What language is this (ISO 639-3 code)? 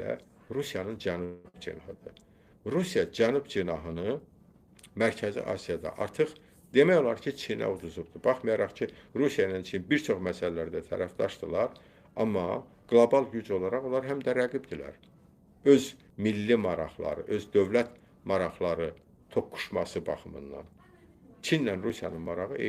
aze